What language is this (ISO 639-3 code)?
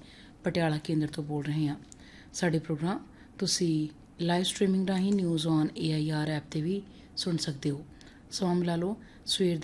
pan